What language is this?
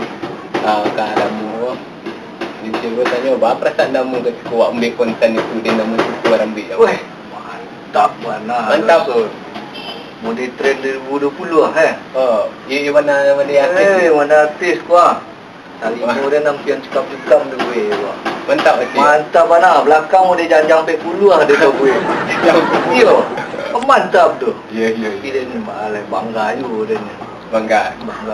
Minangkabau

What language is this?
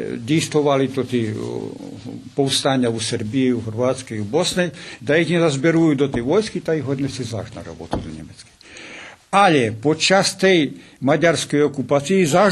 Rusyn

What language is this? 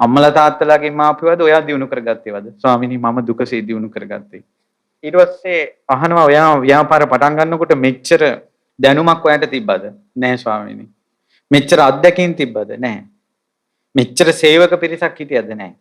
Sinhala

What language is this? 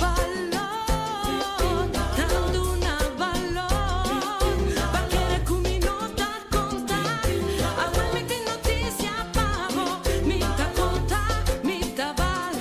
Papiamento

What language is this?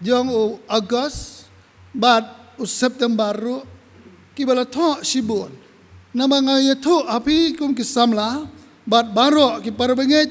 Khasi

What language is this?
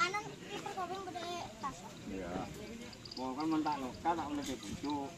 Madurese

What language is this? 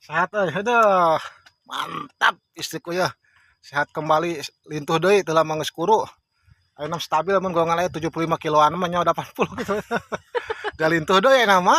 Sundanese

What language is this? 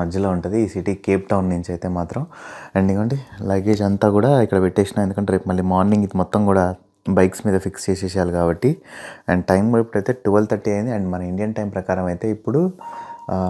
Telugu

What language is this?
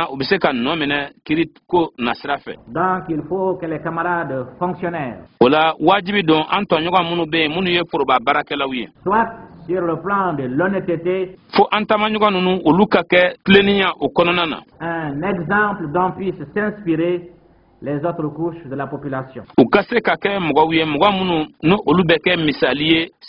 Bambara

